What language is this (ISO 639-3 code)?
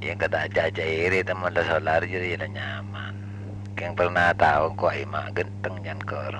mad